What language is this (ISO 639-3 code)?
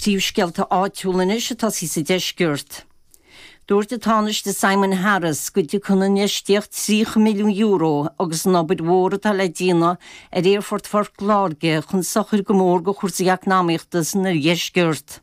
gle